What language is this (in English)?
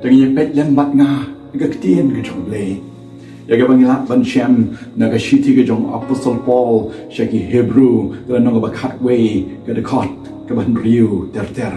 Khasi